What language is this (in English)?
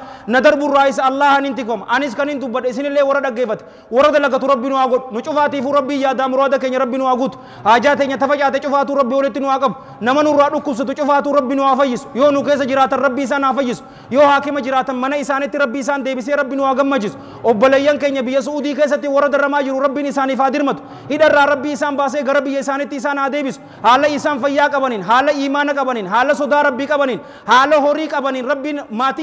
Oromo